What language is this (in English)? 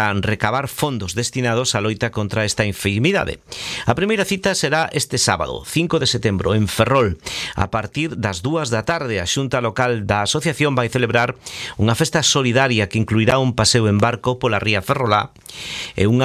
Galician